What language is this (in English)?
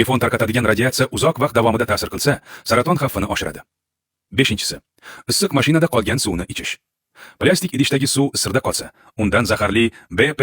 Uzbek